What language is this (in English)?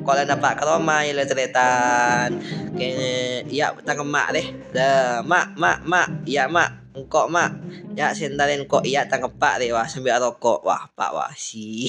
Madurese